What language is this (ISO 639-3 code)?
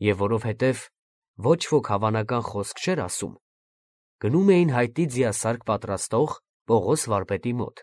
hye